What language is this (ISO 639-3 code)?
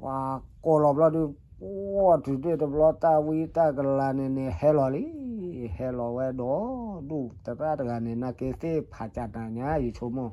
ksw